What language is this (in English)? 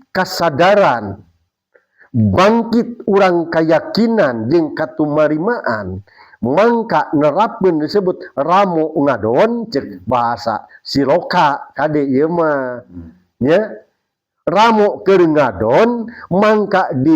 Sundanese